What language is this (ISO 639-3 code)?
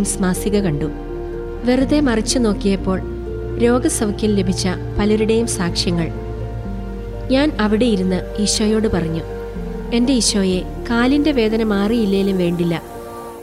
mal